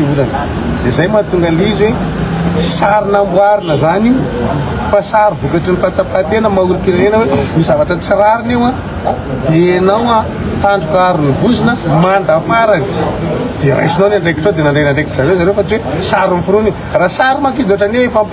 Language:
Malagasy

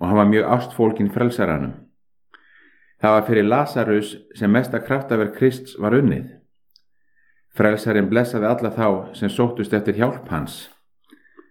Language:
Icelandic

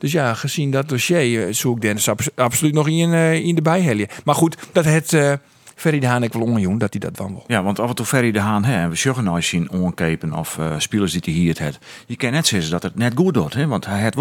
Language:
Western Frisian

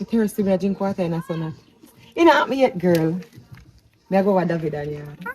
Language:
Jamaican Creole English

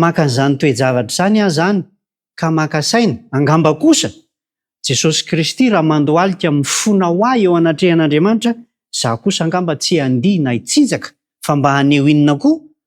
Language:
Malagasy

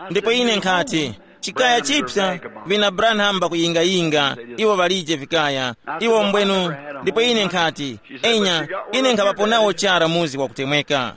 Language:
Tumbuka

